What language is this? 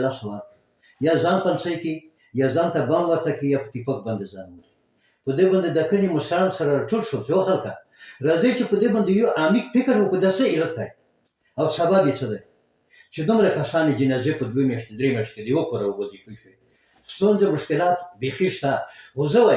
Pashto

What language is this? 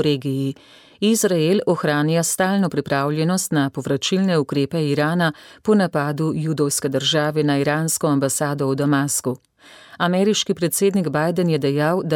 Slovenian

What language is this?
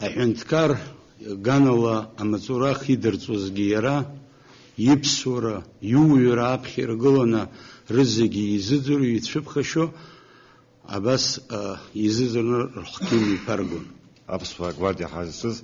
Abkhazian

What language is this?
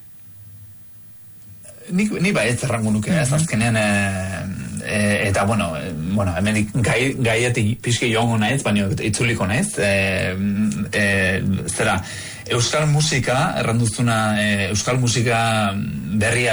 Basque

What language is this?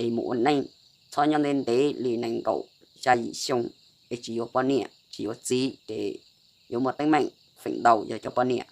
Hmong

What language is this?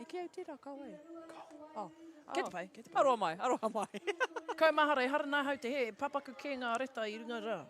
Māori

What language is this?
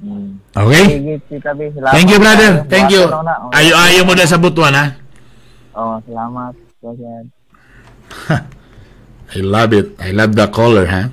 Cebuano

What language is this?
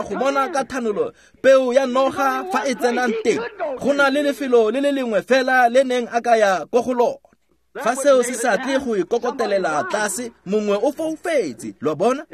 Tswana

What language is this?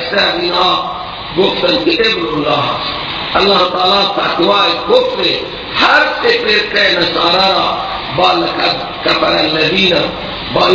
Persian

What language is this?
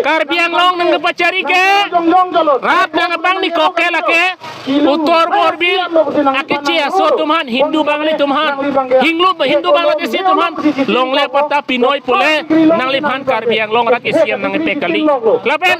Karbi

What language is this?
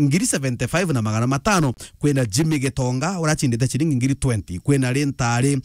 Meru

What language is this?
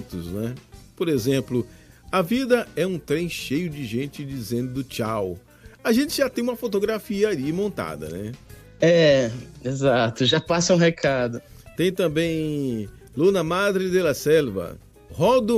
Portuguese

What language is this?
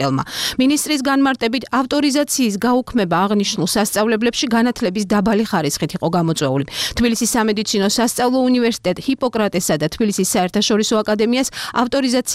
Georgian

